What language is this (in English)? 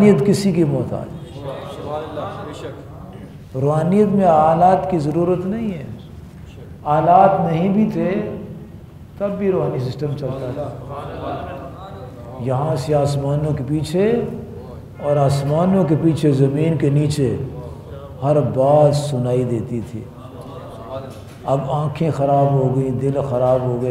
Urdu